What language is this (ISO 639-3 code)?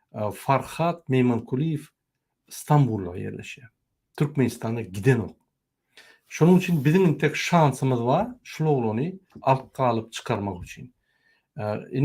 tuk